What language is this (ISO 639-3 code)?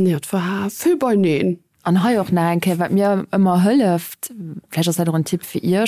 ltz